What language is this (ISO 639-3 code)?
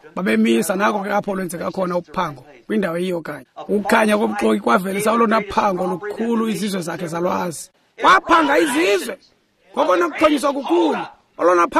xho